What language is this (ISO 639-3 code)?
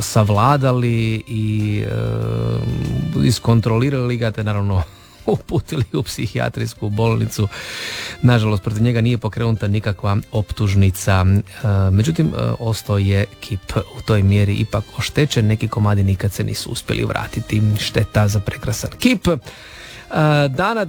hrv